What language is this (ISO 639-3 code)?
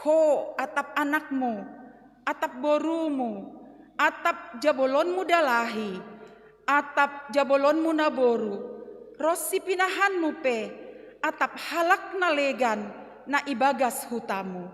bts